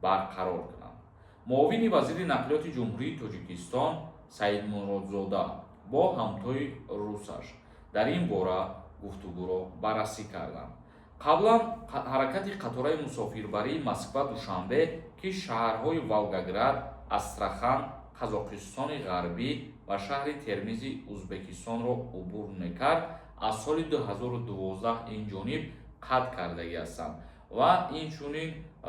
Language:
Tajik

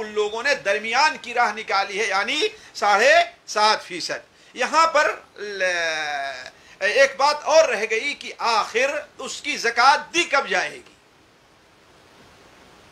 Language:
Urdu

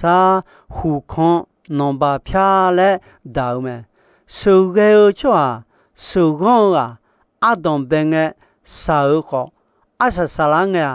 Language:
Akha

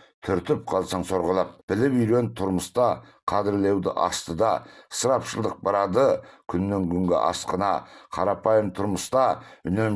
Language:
Kazakh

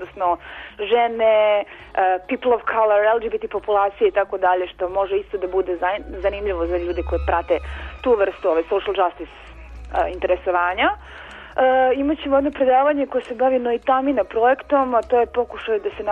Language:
Serbian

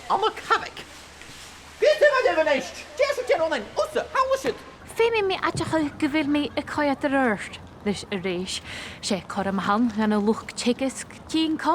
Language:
Scottish Gaelic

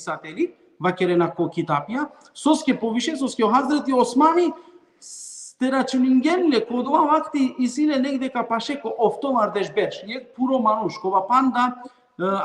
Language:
Balkan Romani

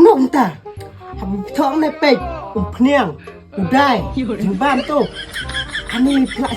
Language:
Khasi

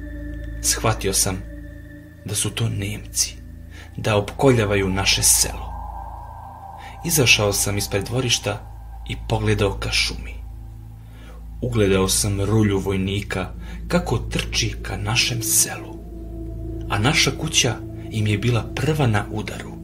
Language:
Serbian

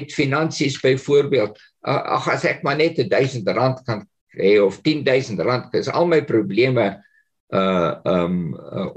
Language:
Afrikaans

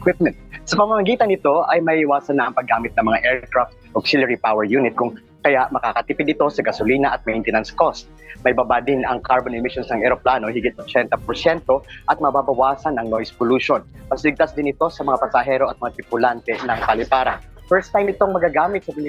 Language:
Filipino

